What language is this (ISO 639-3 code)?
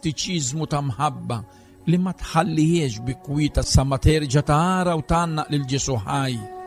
mlt